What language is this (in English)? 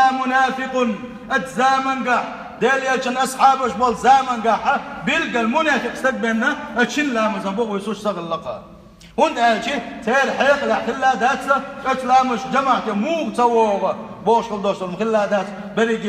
Chechen